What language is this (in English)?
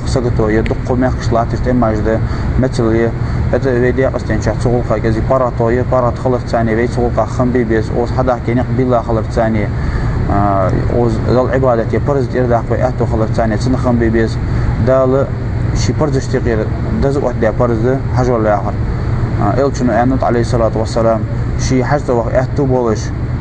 Ingush